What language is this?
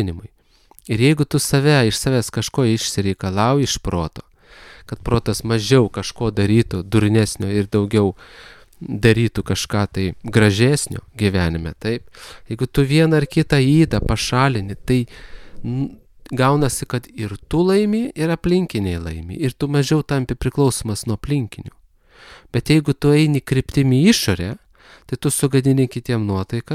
Lithuanian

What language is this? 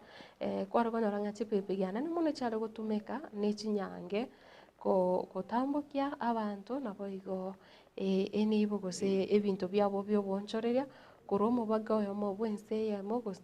Gusii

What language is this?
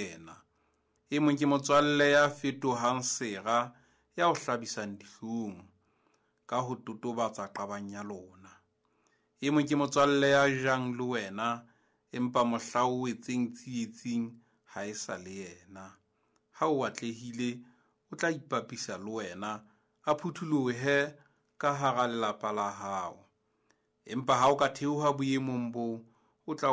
Southern Sotho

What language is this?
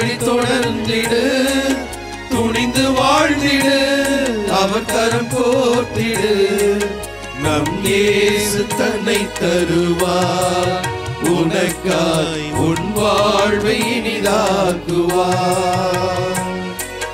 Tamil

